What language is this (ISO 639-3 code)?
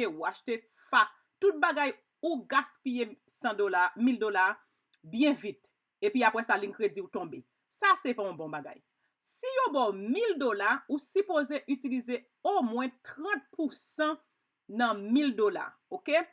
hat